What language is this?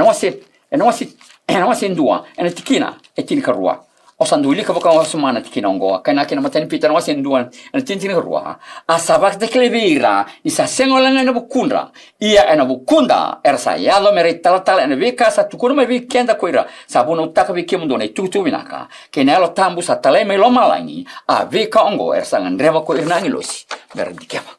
Fijian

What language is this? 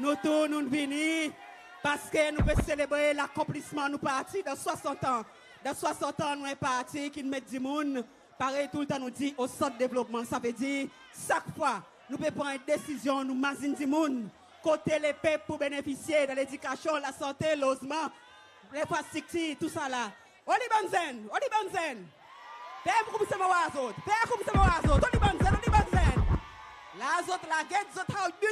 Seselwa Creole French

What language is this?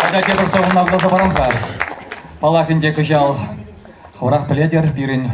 Chuvash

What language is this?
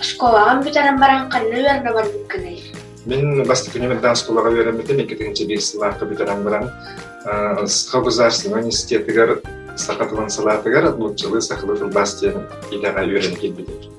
Yakut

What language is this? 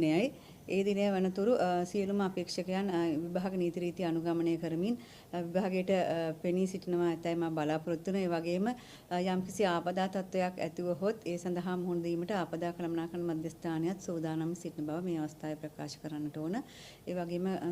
Sinhala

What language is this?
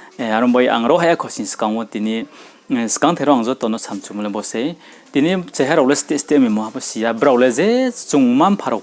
Riang (India)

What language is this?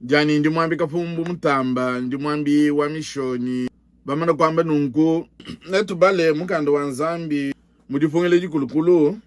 Luba-Lulua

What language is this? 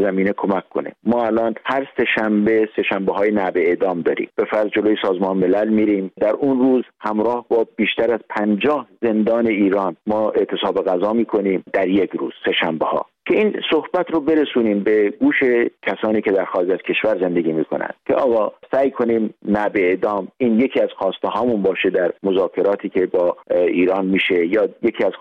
Persian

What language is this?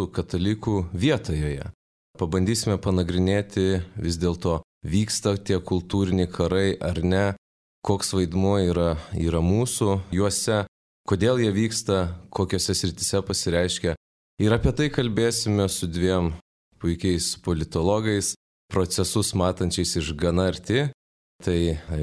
Lithuanian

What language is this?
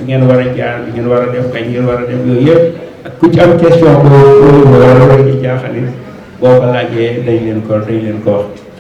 Wolof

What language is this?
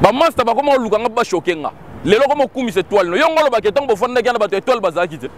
Lingala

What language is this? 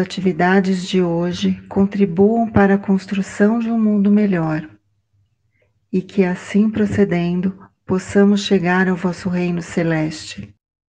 Portuguese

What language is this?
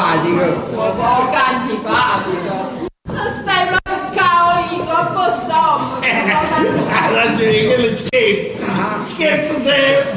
Neapolitan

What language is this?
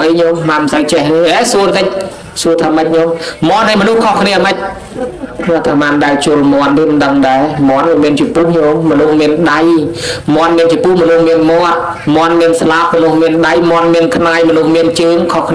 Khmer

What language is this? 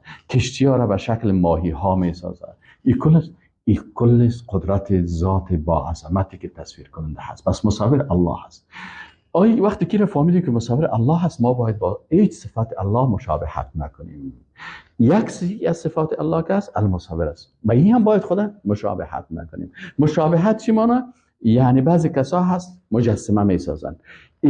Persian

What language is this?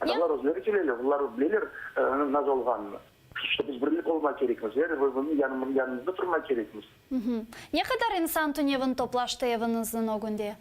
Crimean Tatar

